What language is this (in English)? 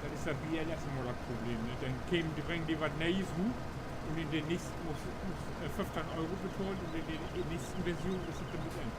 Low German